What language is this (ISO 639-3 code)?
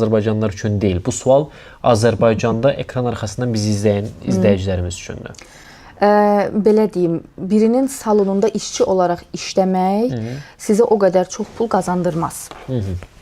aze